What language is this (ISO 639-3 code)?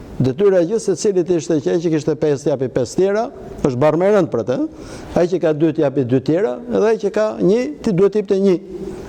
sqi